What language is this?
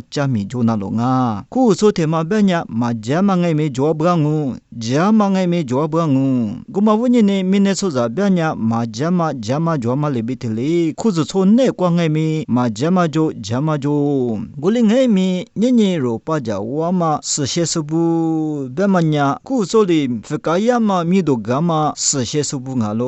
Lisu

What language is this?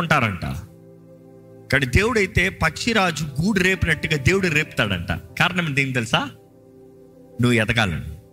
Telugu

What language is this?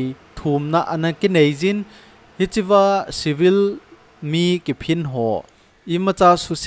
Thado Chin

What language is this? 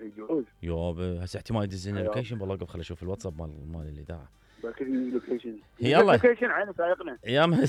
Mesopotamian Arabic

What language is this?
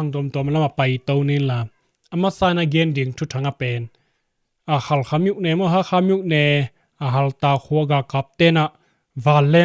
Tedim Chin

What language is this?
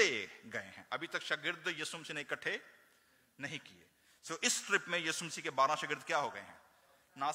Urdu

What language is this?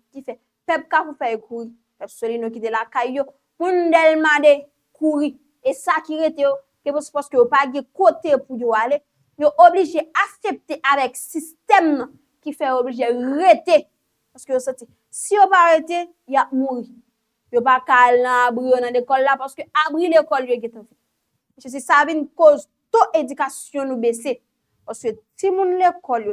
Haitian Creole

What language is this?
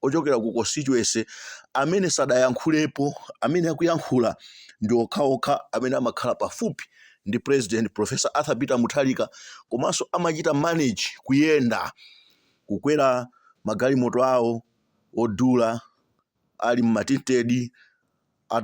Nyanja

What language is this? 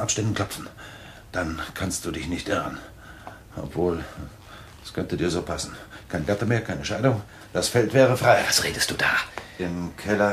German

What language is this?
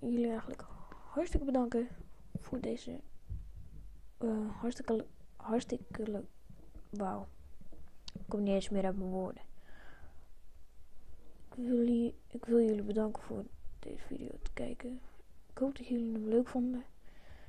Dutch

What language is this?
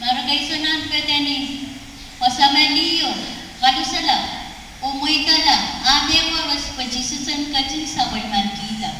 Pohnpeian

